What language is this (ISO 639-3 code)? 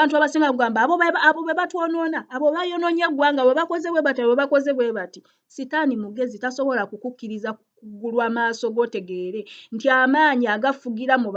lug